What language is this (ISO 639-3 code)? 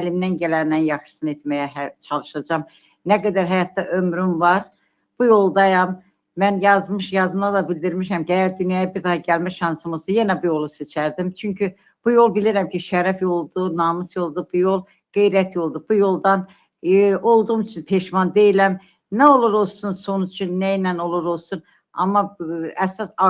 aze